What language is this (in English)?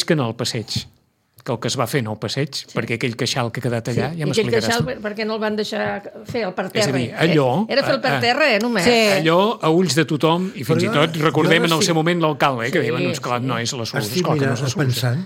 Catalan